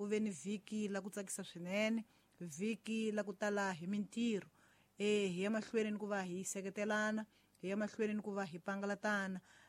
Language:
Tsonga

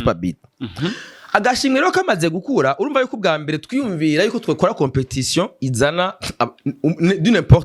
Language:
Rundi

